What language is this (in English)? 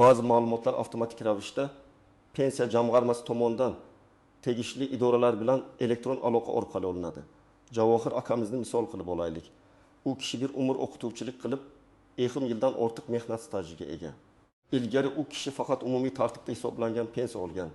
Uzbek